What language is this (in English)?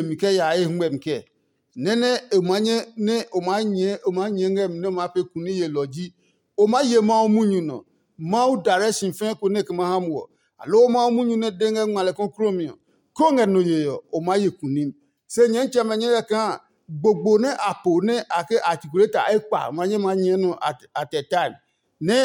Adangme